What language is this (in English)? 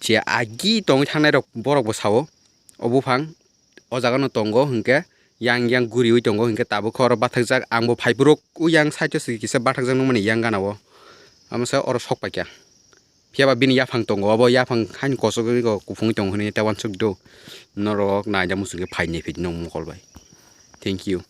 Kok Borok